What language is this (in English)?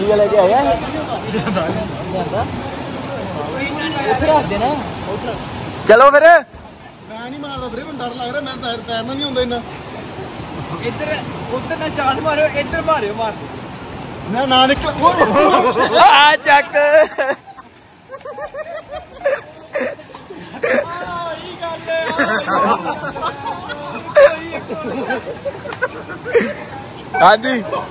Punjabi